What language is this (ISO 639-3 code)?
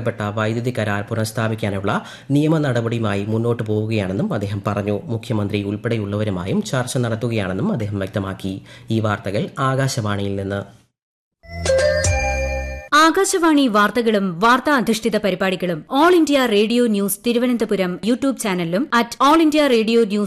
mal